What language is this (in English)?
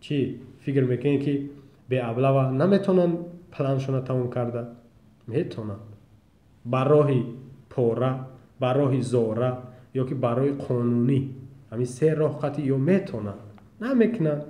Tajik